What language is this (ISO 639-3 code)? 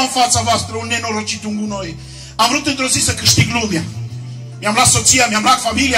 ron